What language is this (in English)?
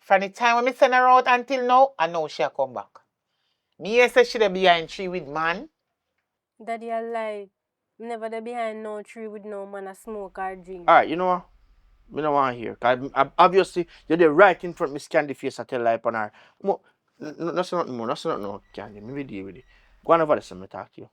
Jamaican Creole English